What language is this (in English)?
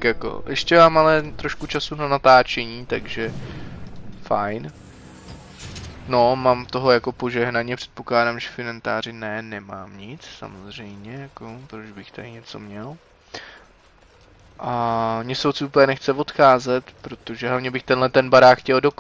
Czech